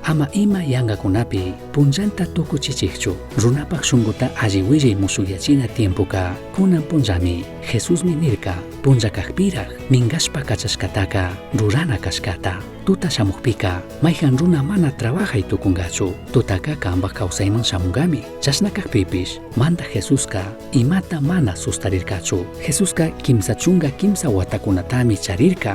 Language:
Chimborazo Highland Quichua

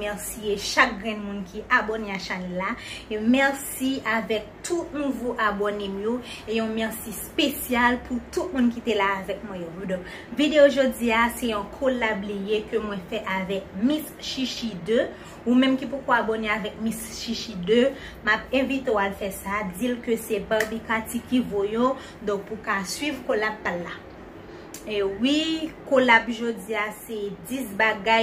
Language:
Haitian Creole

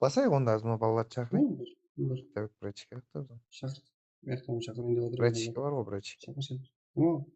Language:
Kara-Kalpak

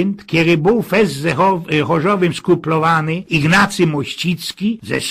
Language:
Silesian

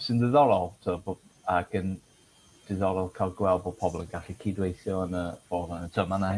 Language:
Welsh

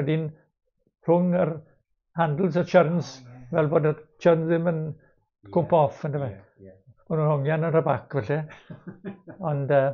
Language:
Welsh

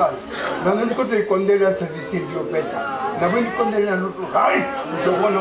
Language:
Venda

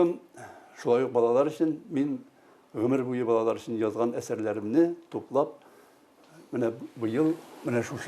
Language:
Tatar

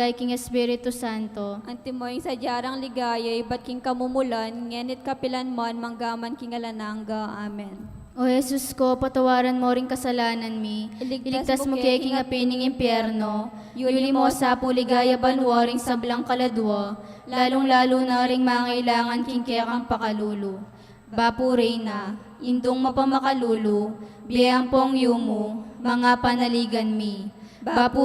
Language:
Pampanga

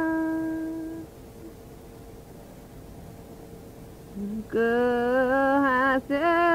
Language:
Thai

